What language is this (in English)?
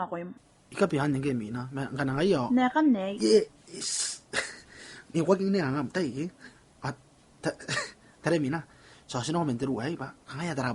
Gilbertese